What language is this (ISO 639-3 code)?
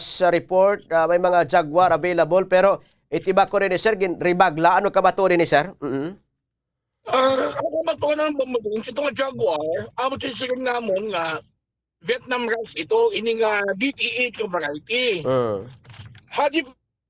war